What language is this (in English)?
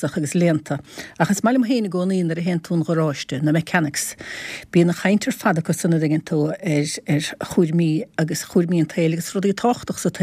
Irish